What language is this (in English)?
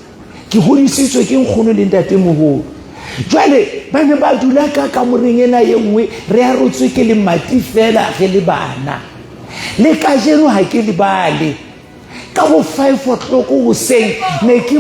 Southern Sotho